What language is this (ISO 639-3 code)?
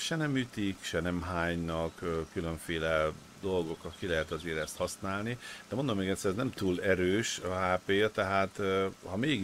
hun